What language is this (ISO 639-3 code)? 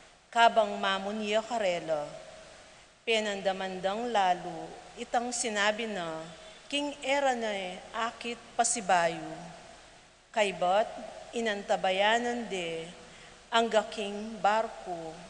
pam